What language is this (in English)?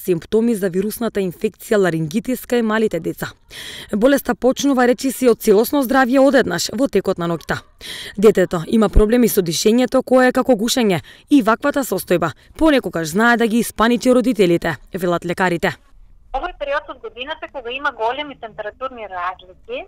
Macedonian